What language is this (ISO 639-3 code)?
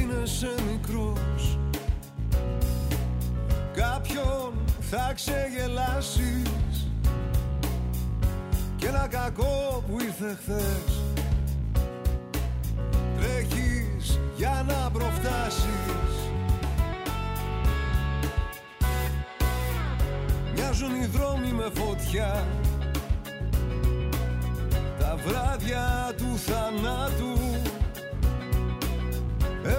ell